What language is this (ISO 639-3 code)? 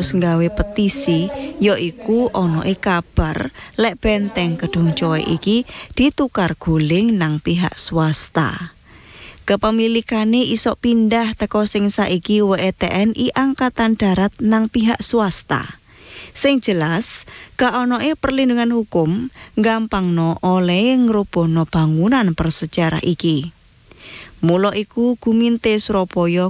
jav